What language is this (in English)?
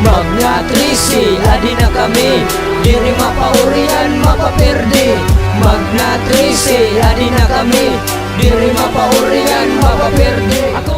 Waray